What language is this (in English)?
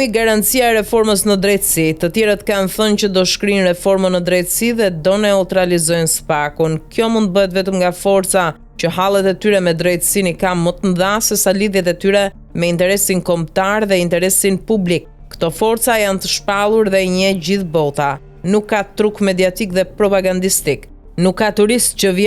Albanian